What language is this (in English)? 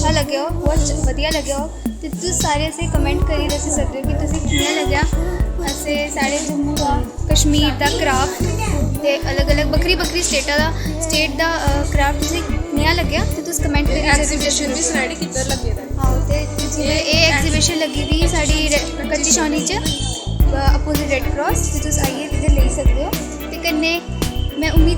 Dogri